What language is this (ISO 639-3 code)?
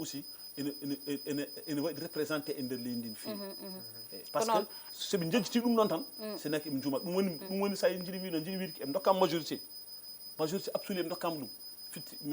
ful